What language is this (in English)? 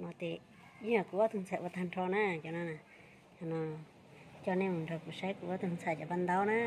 Hmong